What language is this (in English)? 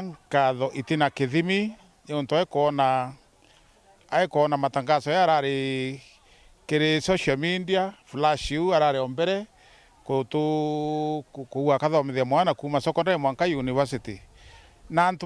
Meru